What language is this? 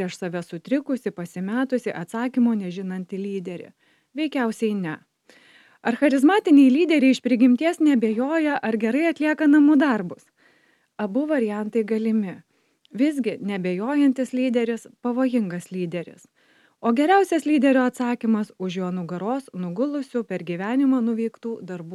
Lithuanian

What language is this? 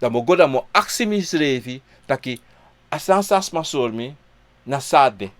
Sranan Tongo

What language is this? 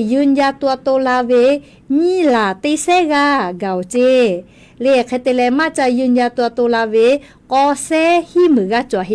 Lahu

